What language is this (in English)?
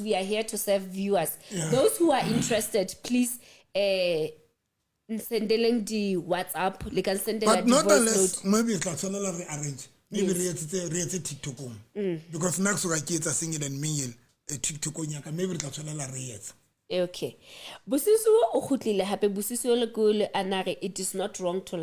Southern Sotho